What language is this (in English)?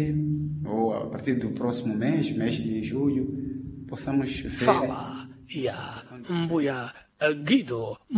Sena